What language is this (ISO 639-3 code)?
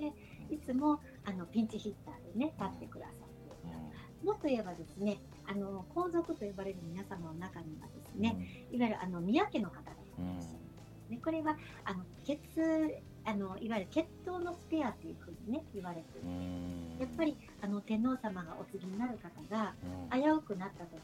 jpn